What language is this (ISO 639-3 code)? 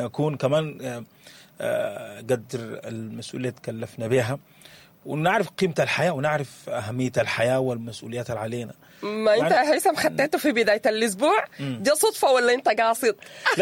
apd